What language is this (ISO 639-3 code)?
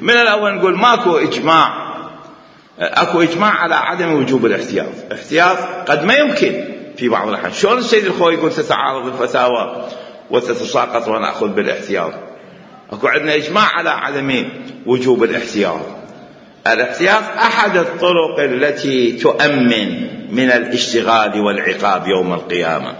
acm